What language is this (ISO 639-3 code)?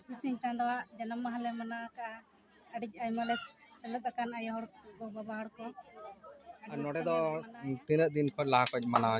sat